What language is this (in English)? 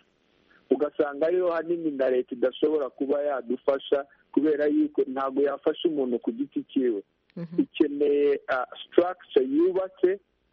Kinyarwanda